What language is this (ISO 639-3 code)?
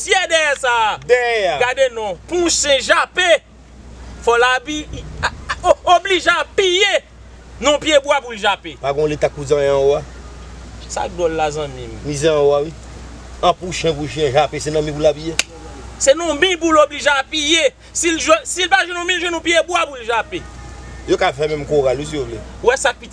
hat